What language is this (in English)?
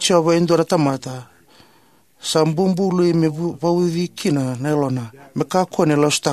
Fijian